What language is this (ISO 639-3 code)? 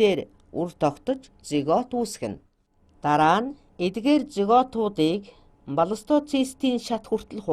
mon